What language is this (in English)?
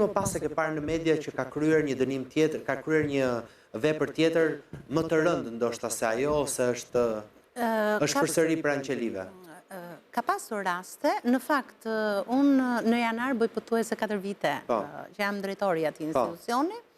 Albanian